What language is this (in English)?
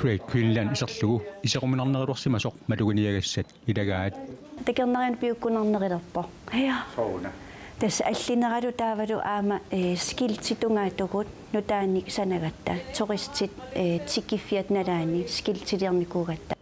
Kalaallisut